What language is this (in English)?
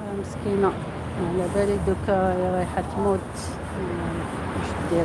Algerian Arabic